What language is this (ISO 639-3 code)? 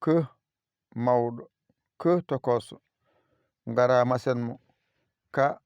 ful